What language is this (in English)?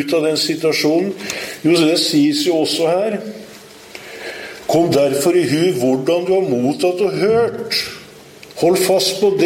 Norwegian